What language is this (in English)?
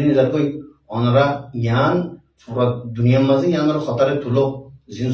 Rohingya